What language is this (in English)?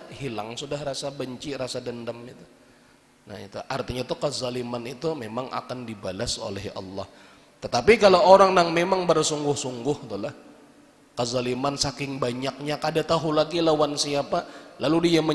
Banjar